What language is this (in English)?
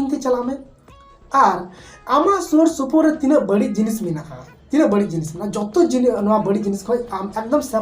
Santali